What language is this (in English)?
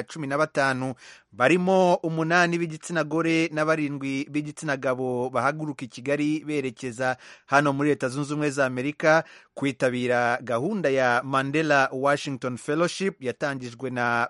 Kinyarwanda